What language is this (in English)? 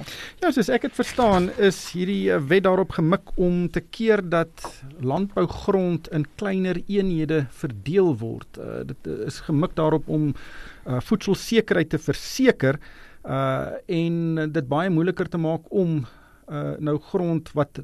Afrikaans